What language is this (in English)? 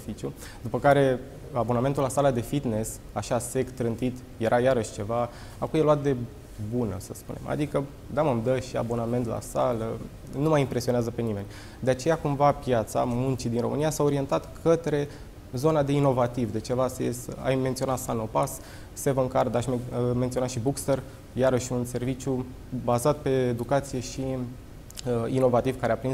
Romanian